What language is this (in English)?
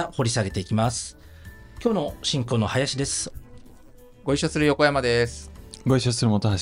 Japanese